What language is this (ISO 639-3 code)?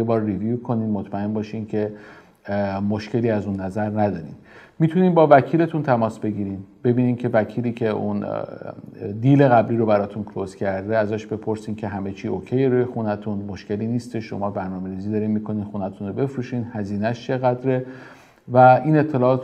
fas